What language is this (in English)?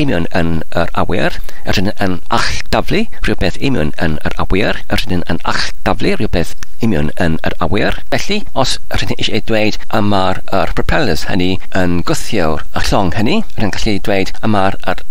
Welsh